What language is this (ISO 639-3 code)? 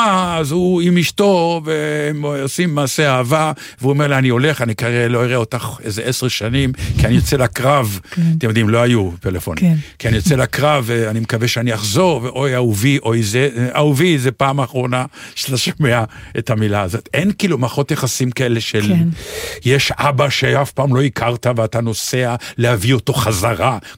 heb